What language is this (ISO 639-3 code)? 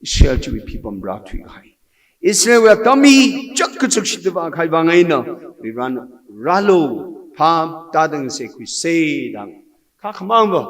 nmf